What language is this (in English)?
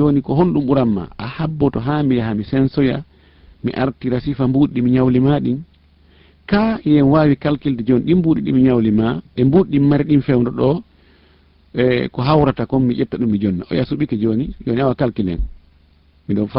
Fula